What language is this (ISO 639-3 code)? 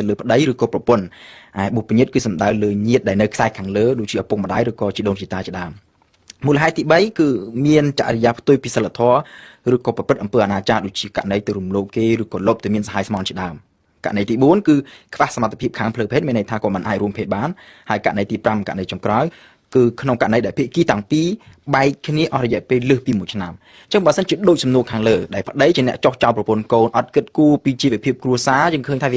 khm